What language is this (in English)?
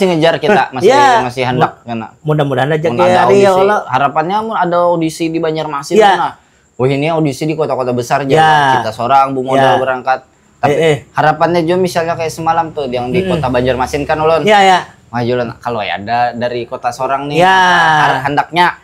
Banjar